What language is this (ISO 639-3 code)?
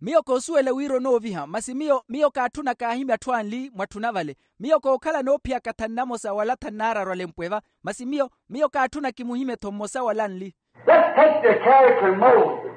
vmw